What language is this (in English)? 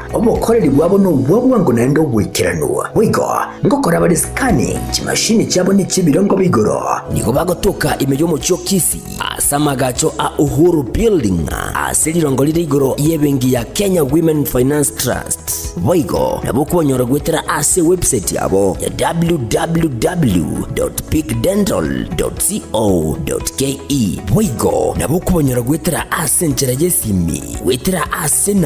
Gusii